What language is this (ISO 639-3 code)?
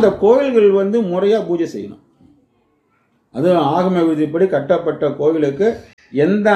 tam